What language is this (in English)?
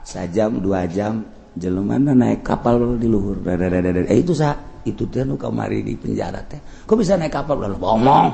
Sundanese